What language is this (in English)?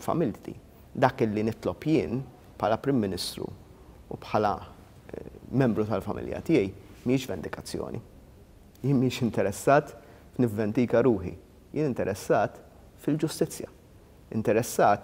Maltese